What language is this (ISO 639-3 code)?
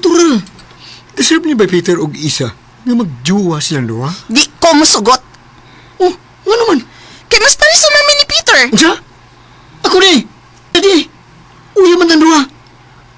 ceb